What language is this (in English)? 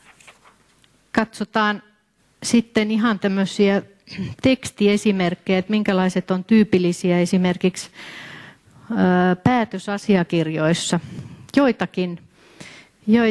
Finnish